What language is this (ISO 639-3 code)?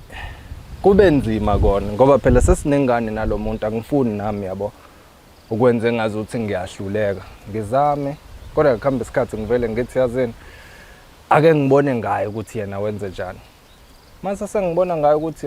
zul